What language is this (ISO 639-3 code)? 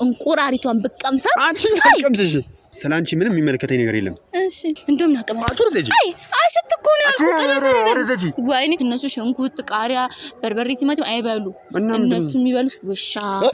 amh